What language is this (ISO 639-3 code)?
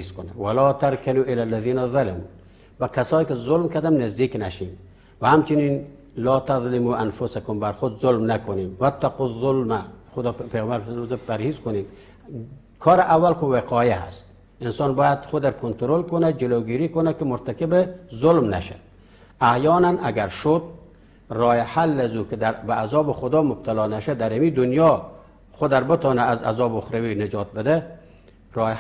fas